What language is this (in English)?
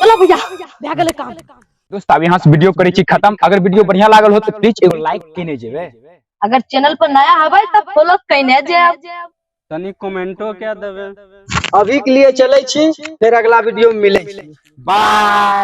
Maithili